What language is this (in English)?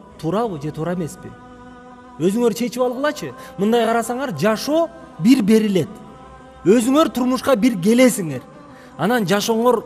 Kyrgyz